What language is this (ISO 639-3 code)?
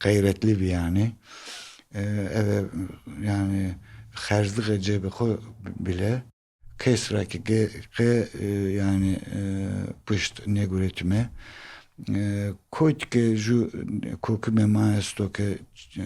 zza